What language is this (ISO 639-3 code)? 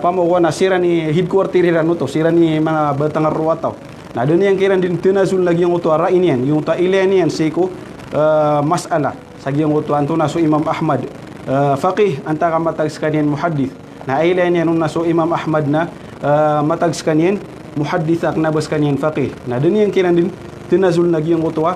mrw